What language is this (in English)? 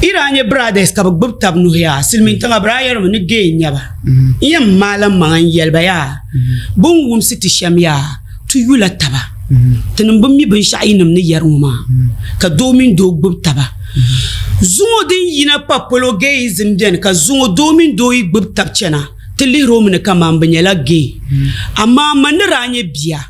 Dagbani